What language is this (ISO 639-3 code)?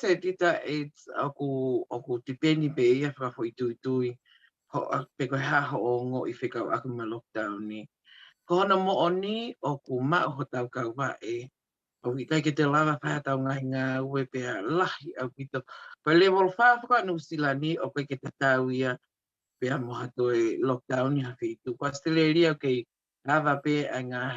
ton